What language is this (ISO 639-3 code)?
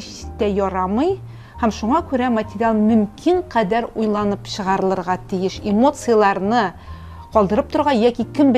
tat